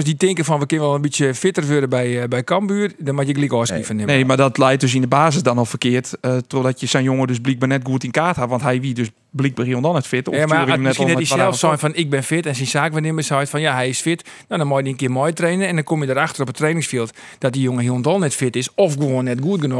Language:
Western Frisian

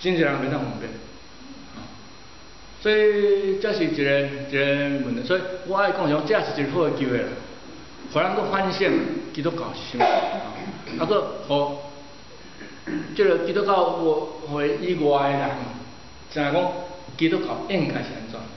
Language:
Min Nan Chinese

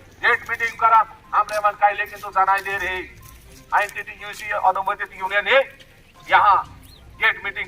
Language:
Sadri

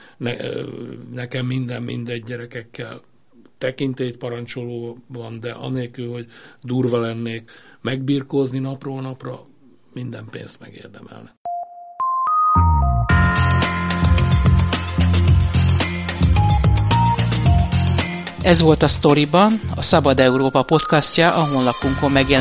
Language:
Hungarian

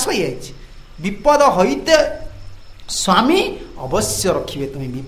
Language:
Odia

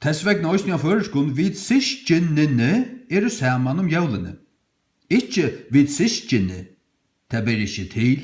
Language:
Faroese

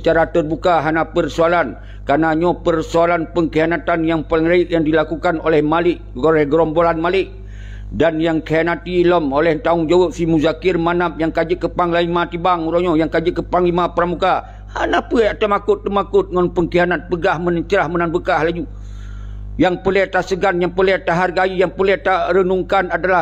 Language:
Achinese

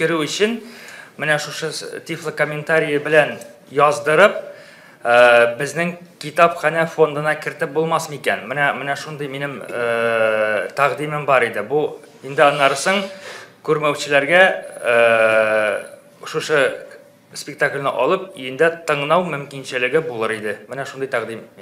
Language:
Tatar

